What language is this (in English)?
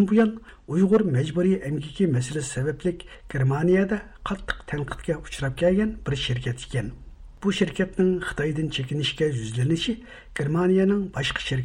Uyghur